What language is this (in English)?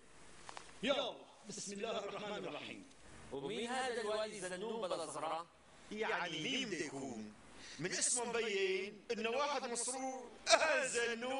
North Levantine Arabic